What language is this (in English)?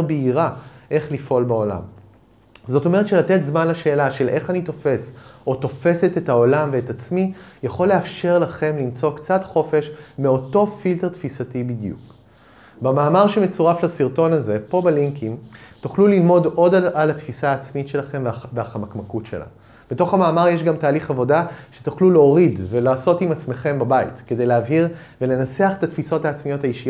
Hebrew